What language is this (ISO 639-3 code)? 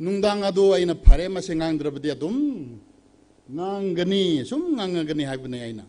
nmf